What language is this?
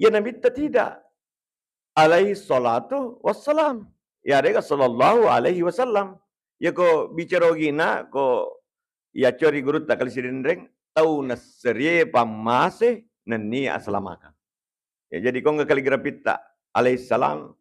Buginese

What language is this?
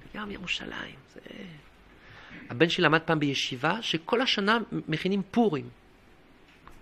Hebrew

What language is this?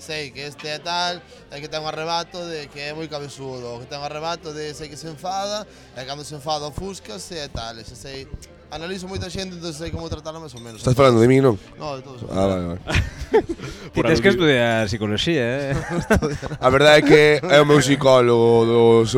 Galician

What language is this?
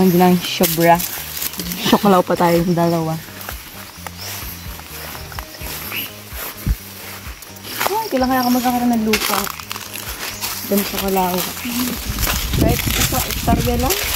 Filipino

